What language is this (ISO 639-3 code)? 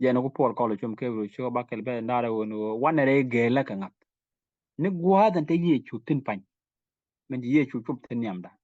nus